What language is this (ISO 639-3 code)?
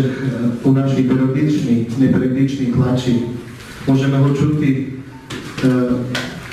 rue